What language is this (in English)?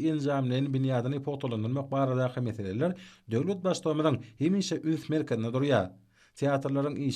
Turkmen